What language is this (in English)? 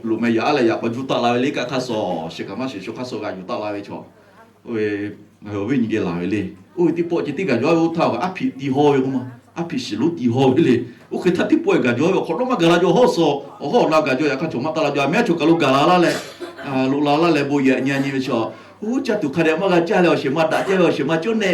Lahu